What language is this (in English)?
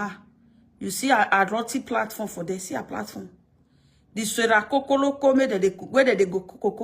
Nigerian Pidgin